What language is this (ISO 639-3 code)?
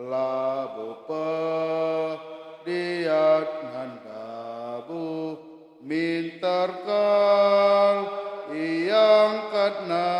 btx